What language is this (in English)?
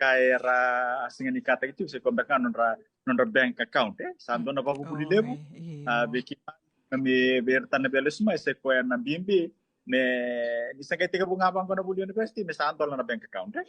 Fijian